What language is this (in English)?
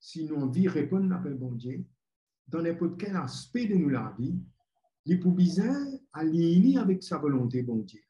Morisyen